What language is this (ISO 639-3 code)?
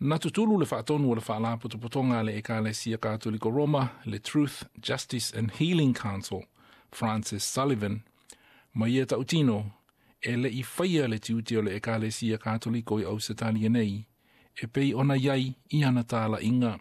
smo